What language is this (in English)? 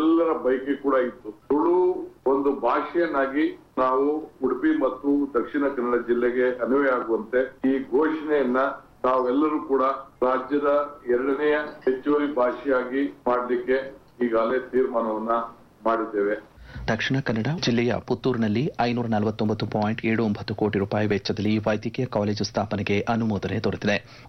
Kannada